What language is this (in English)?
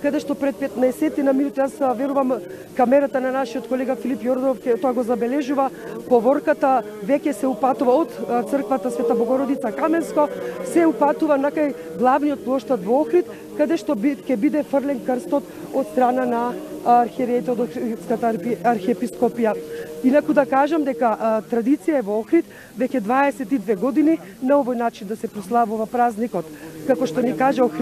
Macedonian